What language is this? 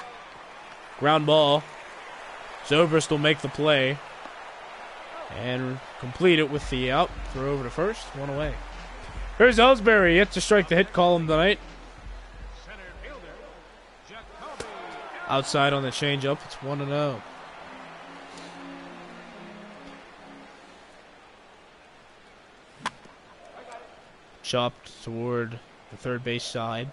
English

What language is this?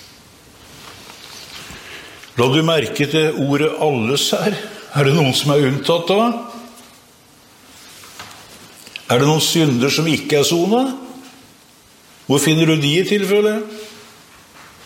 Norwegian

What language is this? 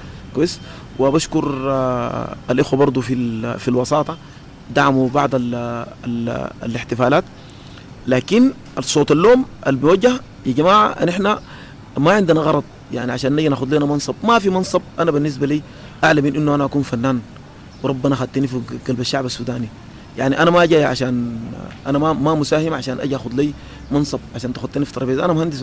Sudanese Arabic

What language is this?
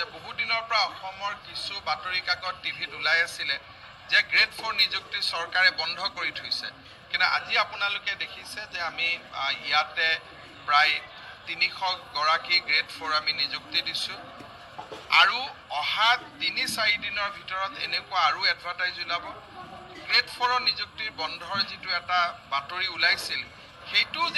Assamese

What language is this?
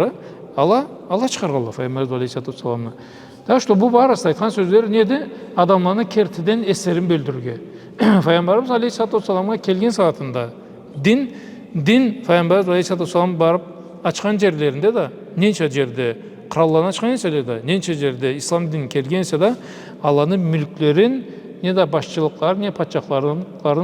Karachay-Balkar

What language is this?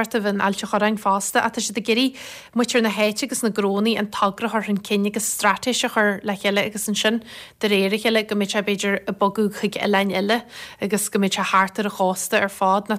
Irish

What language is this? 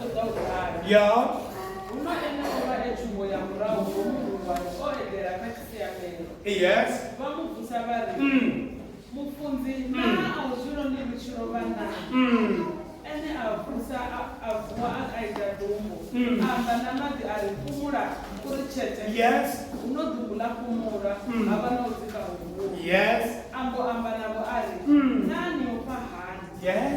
Venda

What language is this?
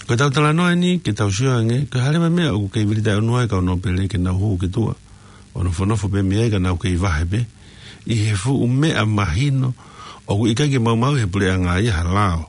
Tongan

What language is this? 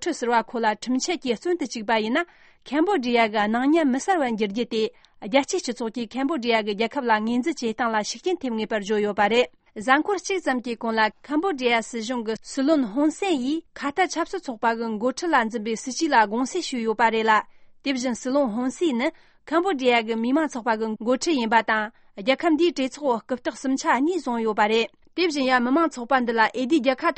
Tibetan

